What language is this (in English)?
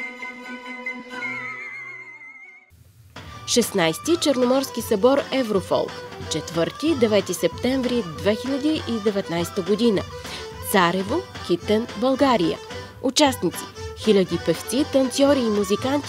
Bulgarian